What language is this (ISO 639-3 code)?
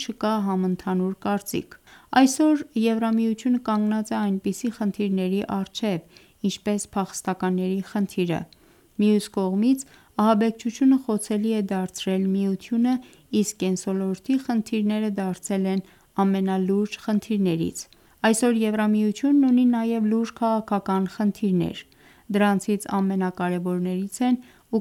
hye